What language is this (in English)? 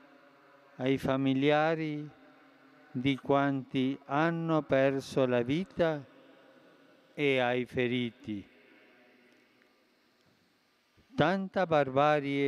Italian